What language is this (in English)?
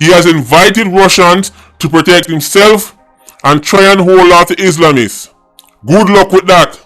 Jamaican Creole English